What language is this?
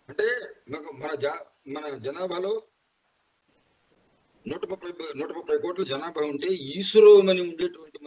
Telugu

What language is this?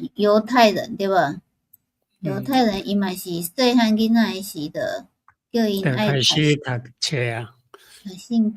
Min Nan Chinese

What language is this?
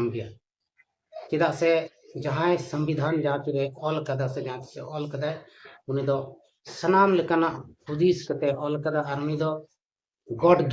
Santali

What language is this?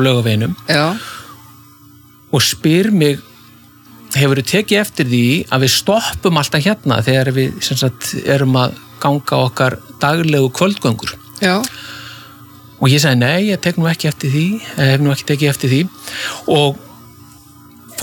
Icelandic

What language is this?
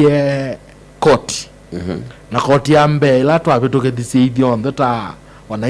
Kamba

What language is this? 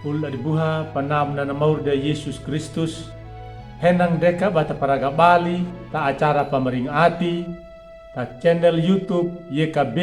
Anakalangu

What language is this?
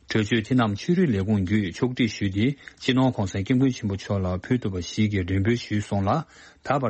Tibetan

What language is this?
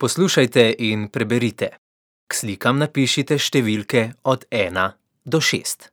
Slovenian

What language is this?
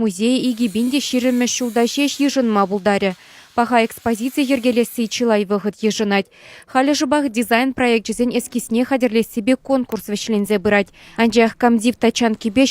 Chuvash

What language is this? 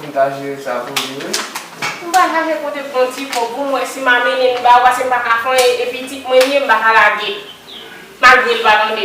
Haitian Creole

